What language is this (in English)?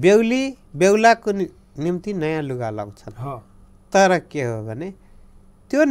Nepali